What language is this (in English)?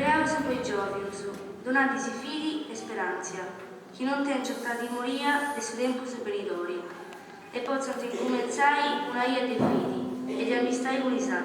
Sardinian